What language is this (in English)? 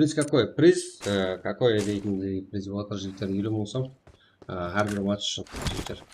Kara-Kalpak